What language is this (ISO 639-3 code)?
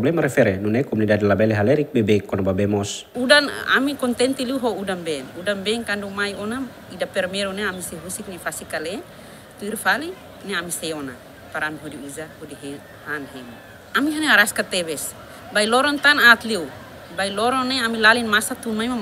tet